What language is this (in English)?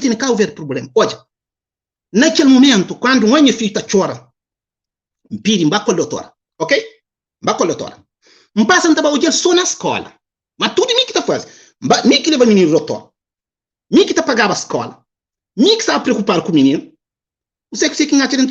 Kabuverdianu